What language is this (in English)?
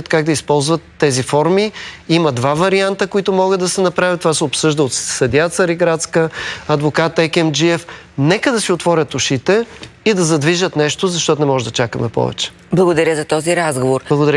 Bulgarian